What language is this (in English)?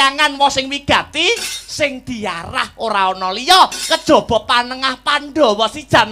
Javanese